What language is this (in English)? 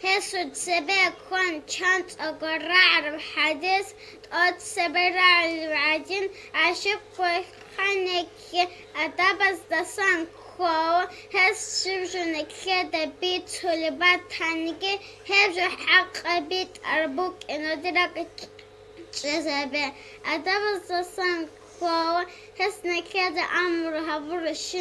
Avaric